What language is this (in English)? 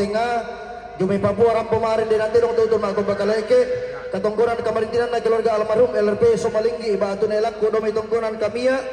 Toraja-Sa'dan